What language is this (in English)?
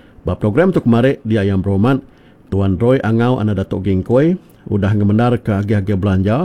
Iban